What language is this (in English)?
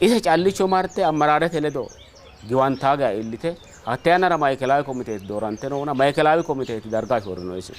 Sidamo